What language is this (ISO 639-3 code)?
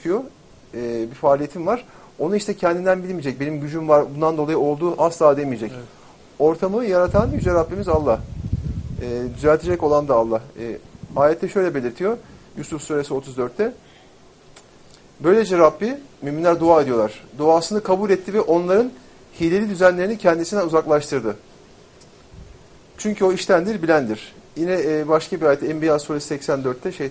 tur